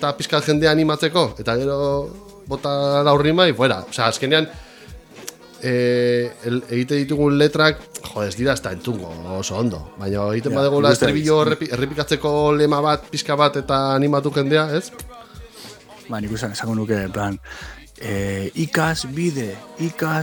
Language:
Basque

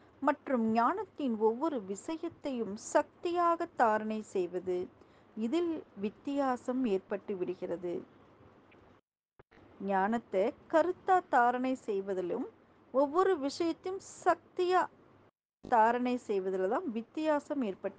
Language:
Tamil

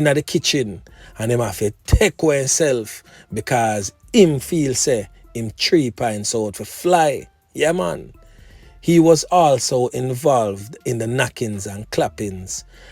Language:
Jamaican Creole English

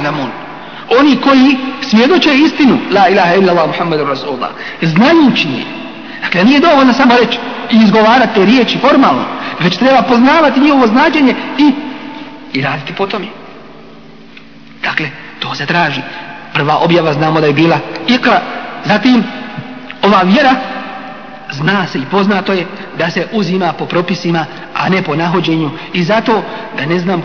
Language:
Bosnian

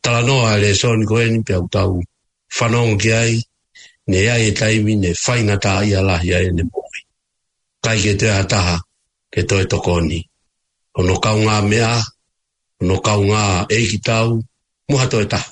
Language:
Tongan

